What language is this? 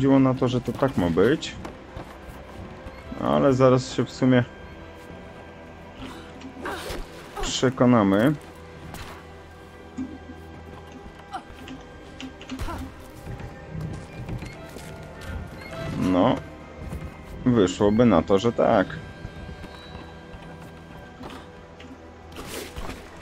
Polish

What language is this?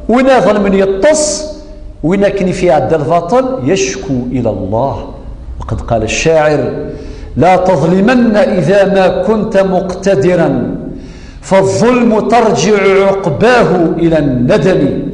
Kabyle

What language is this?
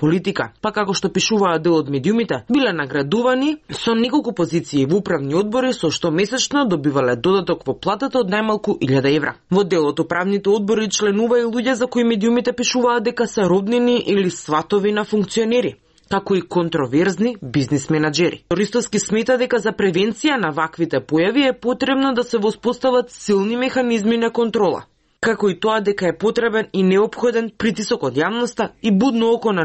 Macedonian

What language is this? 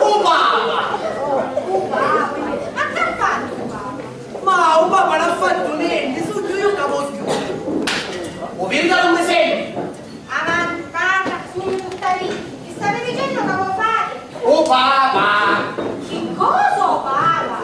Sicilian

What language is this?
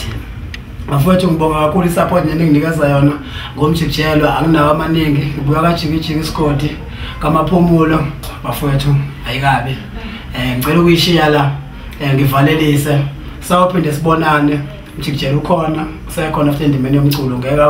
Zulu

